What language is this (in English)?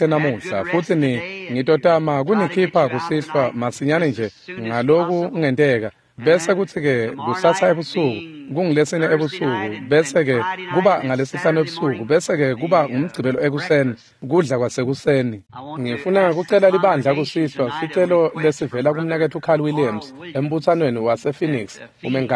Swati